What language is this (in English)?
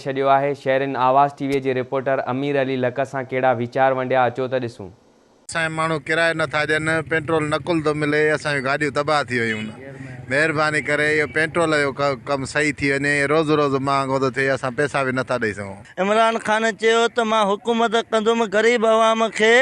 Sindhi